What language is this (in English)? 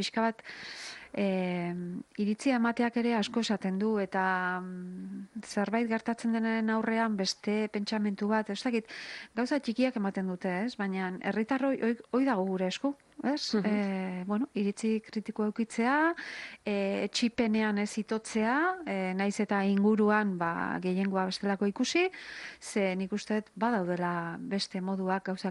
Basque